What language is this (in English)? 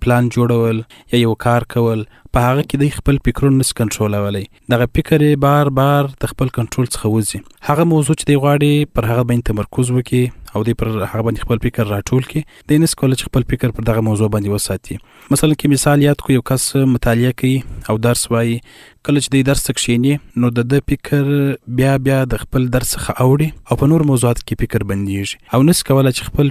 Pashto